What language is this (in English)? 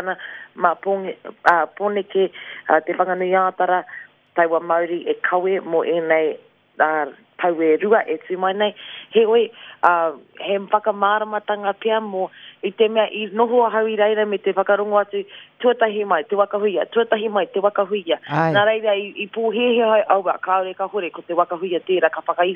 Māori